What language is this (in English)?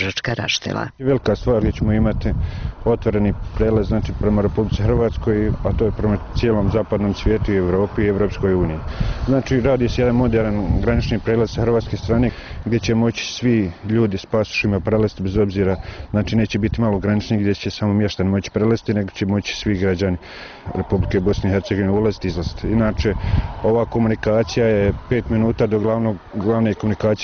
Bosnian